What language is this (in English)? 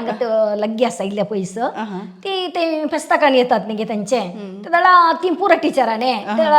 Konkani